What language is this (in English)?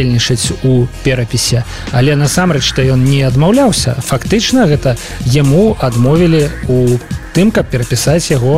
Belarusian